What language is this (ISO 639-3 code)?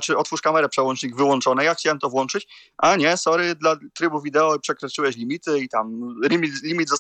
pol